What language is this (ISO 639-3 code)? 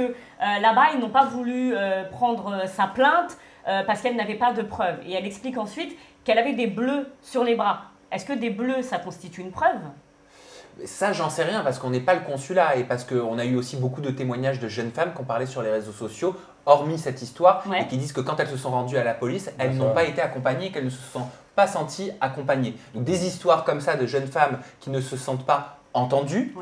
fra